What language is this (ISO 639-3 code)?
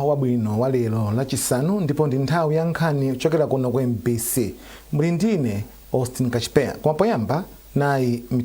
nya